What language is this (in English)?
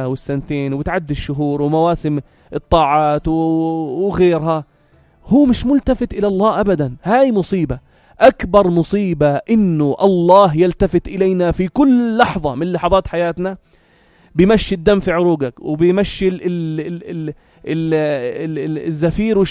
North Levantine Arabic